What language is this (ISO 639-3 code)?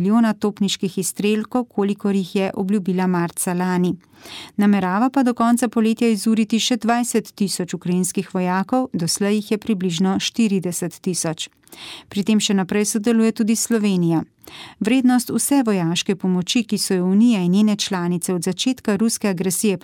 slv